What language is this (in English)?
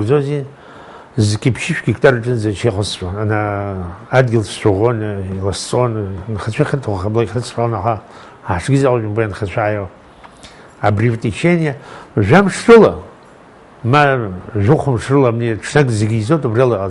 Abkhazian